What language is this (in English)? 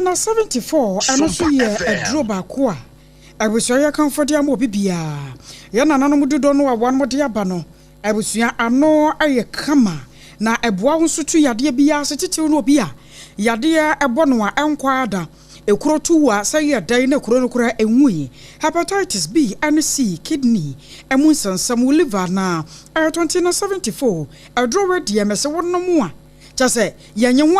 Akan